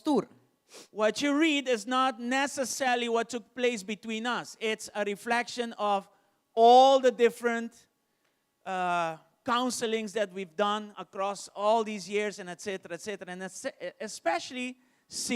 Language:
Papiamento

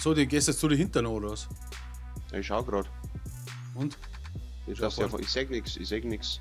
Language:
Bavarian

